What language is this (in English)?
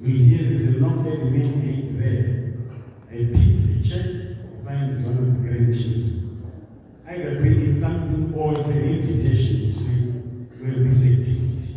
Tswana